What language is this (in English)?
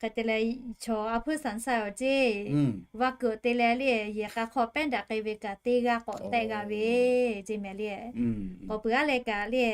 Lahu